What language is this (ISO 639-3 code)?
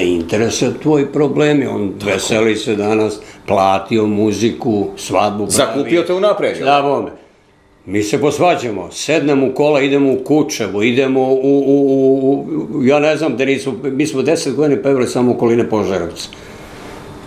srp